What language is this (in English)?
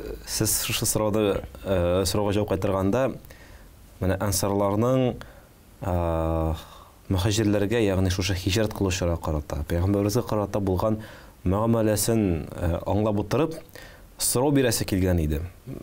Tatar